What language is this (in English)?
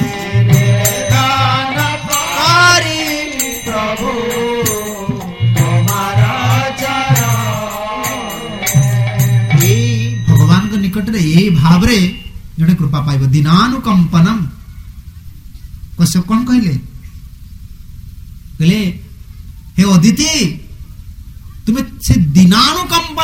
Odia